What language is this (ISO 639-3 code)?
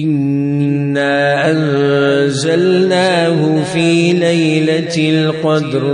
pus